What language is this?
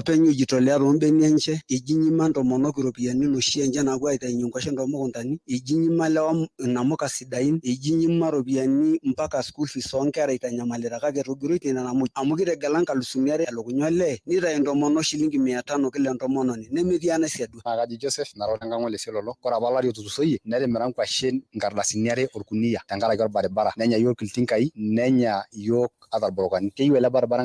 Masai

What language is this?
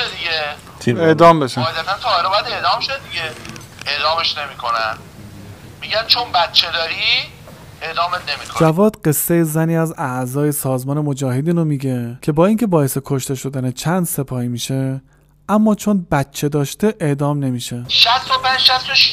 Persian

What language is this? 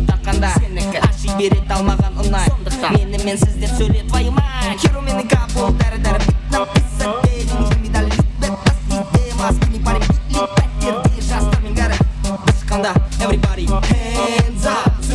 Kara-Kalpak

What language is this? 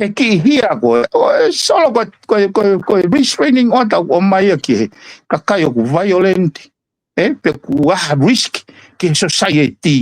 Tongan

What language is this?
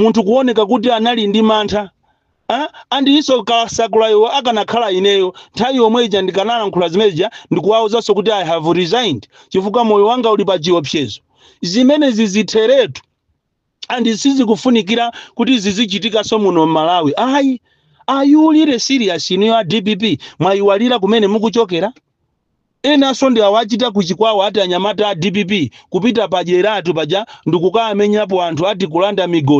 Nyanja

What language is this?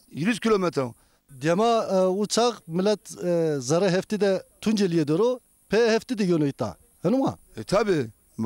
Zaza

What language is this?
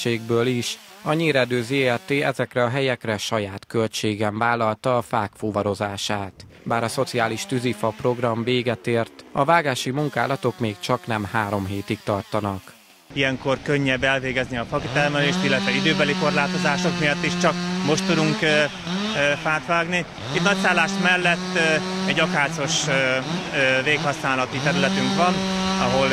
Hungarian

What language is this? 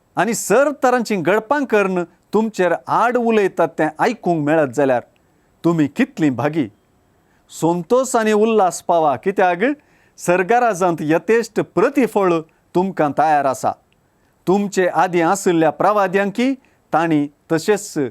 Konkani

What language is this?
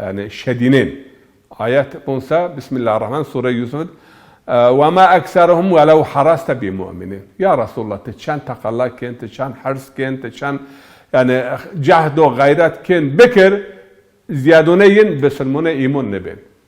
Zaza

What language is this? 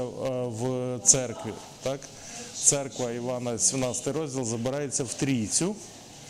Ukrainian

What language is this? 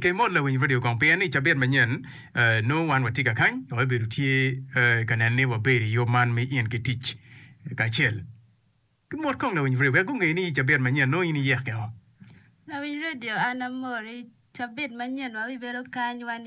Acoli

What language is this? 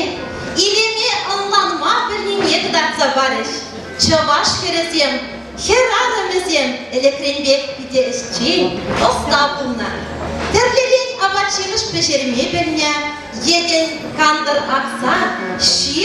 Chuvash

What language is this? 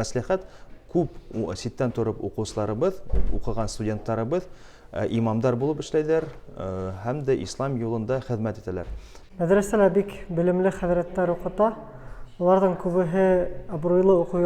Bashkir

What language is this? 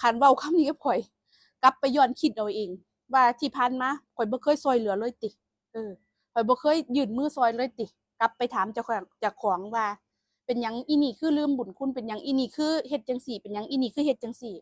Northeastern Thai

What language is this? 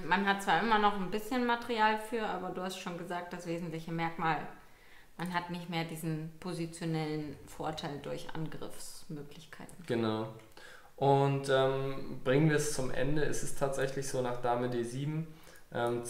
German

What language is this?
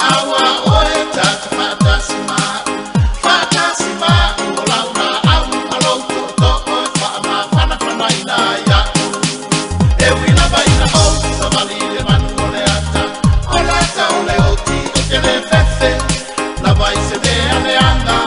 Samoan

